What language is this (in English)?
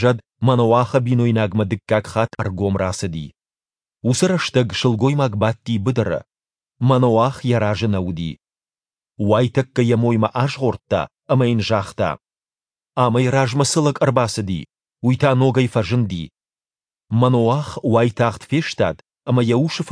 Ossetic